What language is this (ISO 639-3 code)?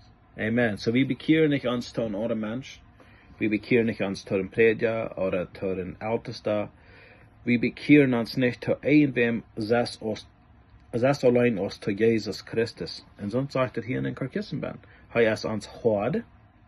pdt